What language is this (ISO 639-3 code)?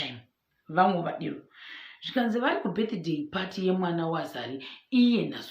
sna